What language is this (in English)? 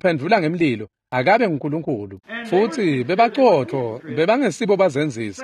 Swati